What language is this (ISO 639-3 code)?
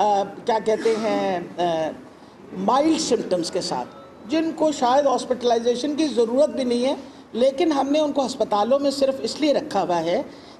urd